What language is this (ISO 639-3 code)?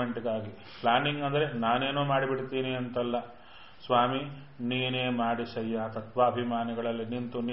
kan